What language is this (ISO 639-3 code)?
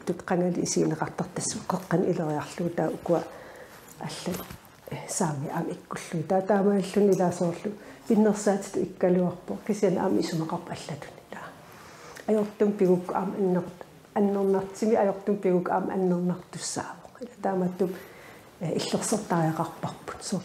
kal